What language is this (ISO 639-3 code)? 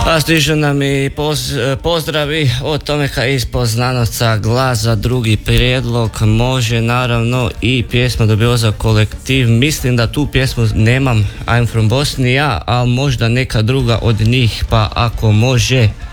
hrv